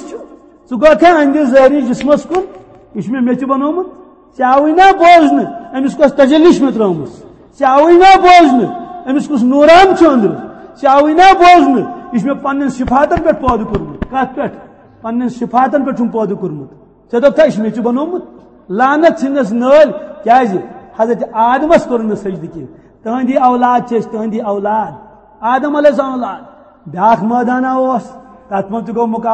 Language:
Kashmiri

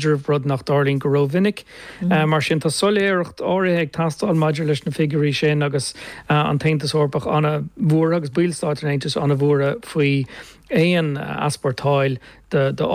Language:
Irish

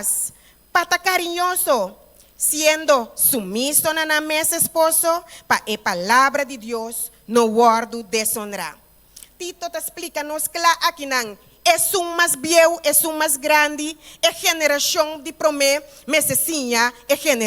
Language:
Papiamento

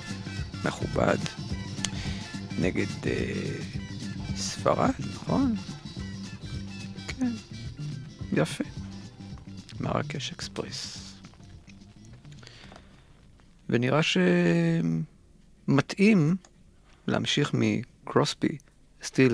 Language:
Hebrew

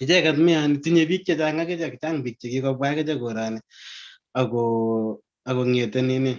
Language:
Kalenjin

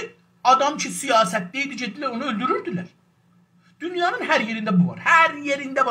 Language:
South Azerbaijani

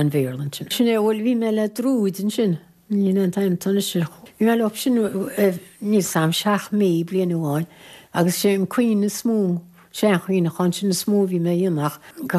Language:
Irish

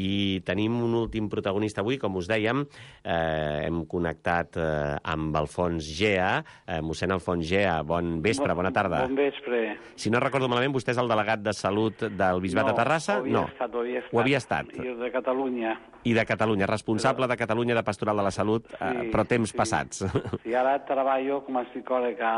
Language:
Catalan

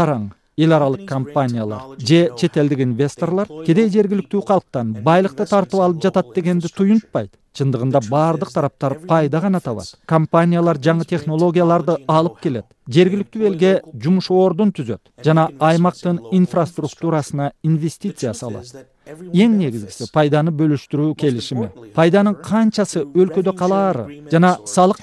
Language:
Kyrgyz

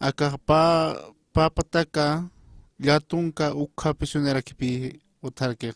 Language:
Aymara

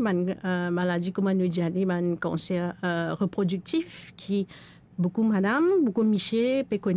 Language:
Morisyen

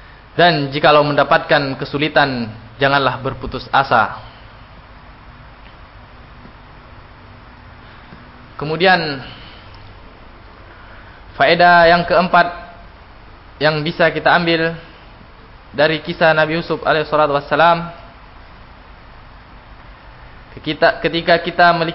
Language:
Indonesian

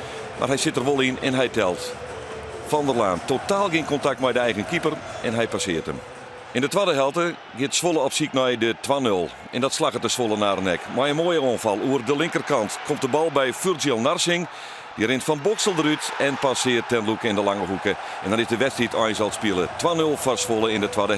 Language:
Western Frisian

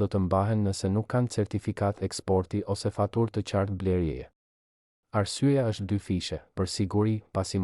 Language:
Albanian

